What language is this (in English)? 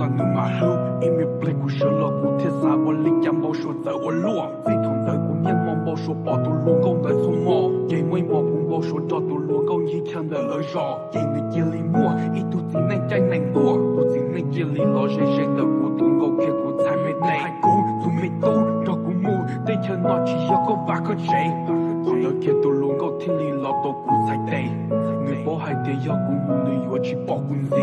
Hmong